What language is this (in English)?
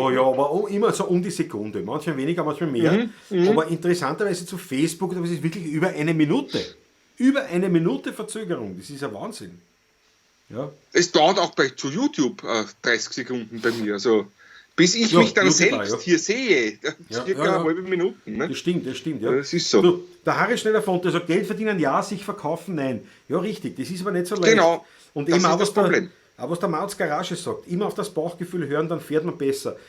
Bavarian